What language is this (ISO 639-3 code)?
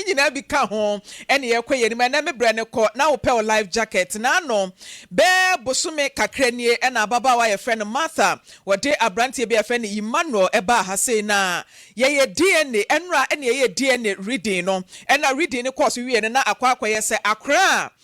aka